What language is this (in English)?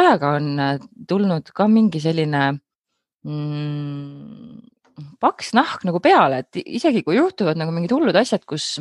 Estonian